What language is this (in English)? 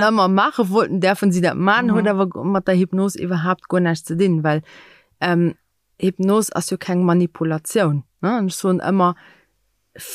Luxembourgish